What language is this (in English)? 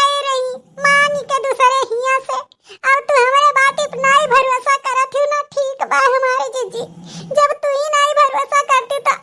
Awadhi